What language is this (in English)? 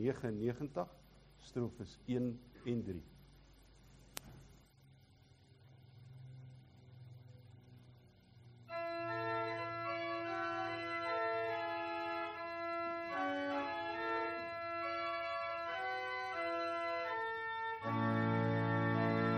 Afrikaans